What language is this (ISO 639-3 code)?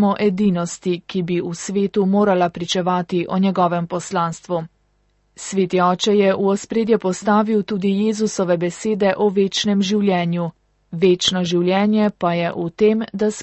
slv